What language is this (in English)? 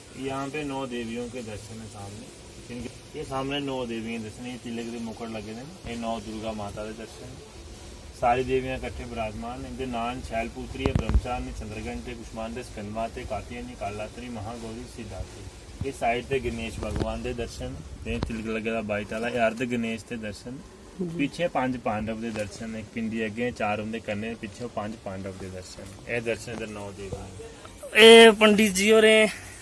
Dogri